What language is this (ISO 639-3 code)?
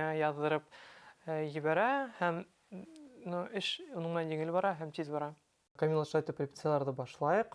bak